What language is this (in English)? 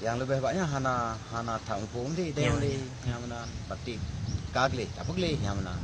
Achinese